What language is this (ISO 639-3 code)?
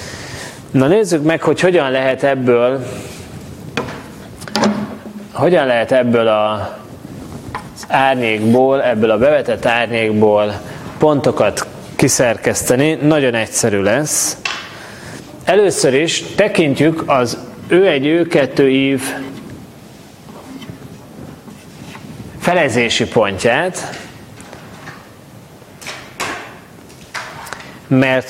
hun